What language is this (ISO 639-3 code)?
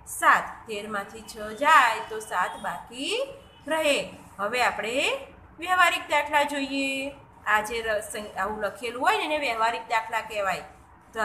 guj